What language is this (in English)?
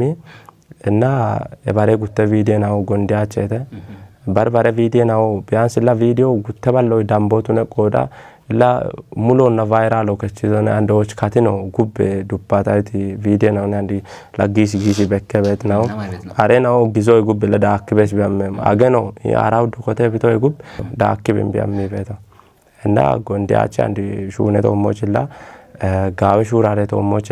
Kafa